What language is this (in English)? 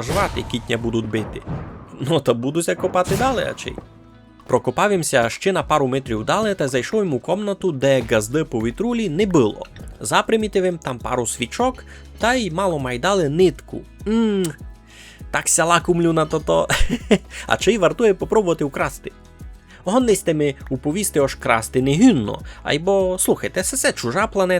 Rusyn